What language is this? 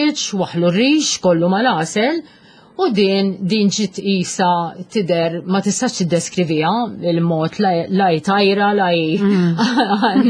Maltese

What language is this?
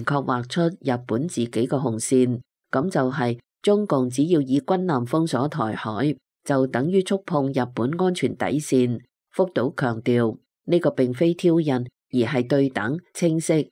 Cantonese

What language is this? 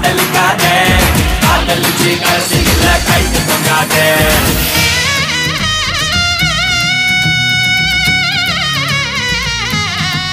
Tamil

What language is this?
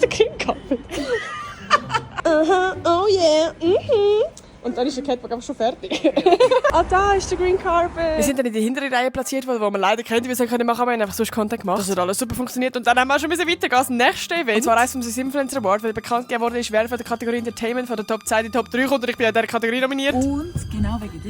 Swiss German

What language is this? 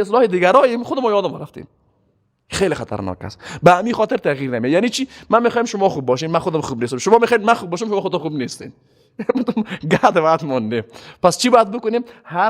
Persian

